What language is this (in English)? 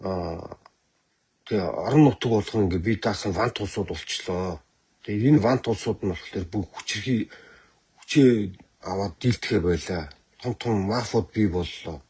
Mongolian